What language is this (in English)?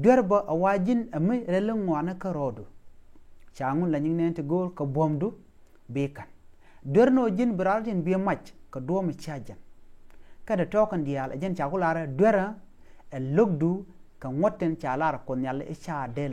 Nuer